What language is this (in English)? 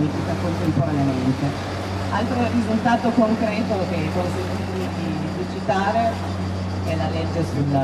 Italian